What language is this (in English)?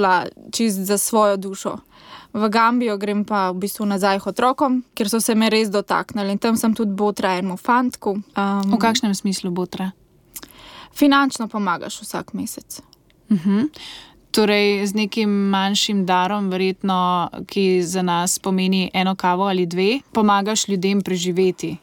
Slovenian